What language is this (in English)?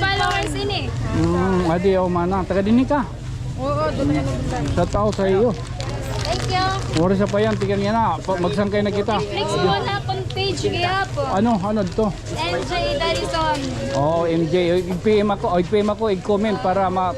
Waray